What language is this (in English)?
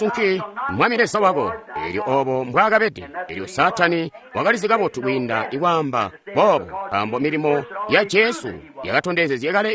Tonga (Zambia)